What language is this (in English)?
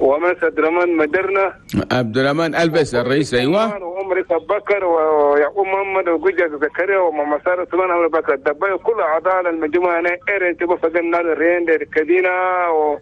Chadian Arabic